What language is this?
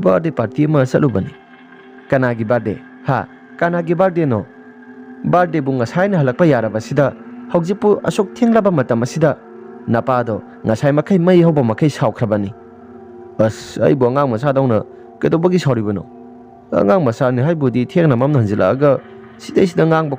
Manipuri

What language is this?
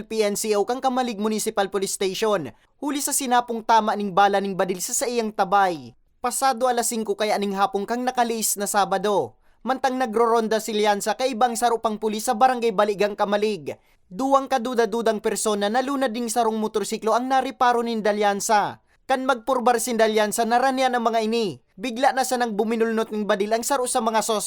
Bikol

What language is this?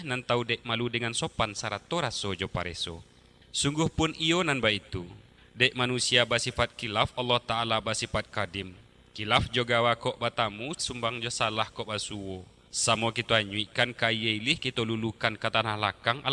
Minangkabau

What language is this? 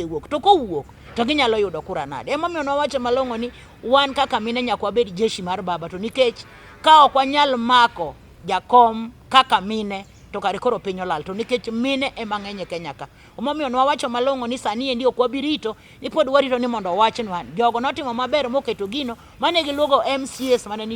Luo (Kenya and Tanzania)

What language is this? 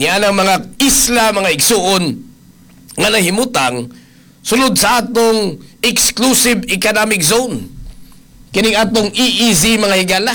Cebuano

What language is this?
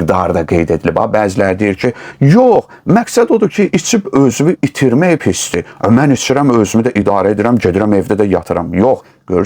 Azerbaijani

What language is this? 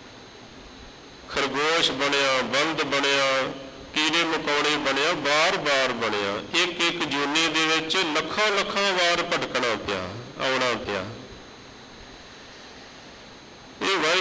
Punjabi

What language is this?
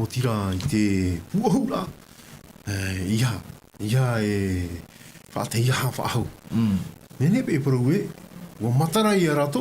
Tahitian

